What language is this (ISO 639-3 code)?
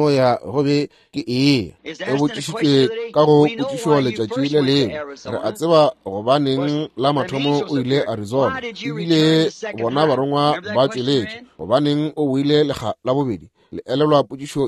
nso